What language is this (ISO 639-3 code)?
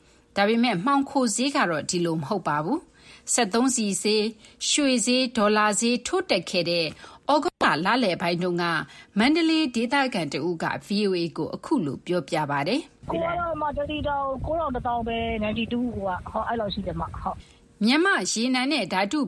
mya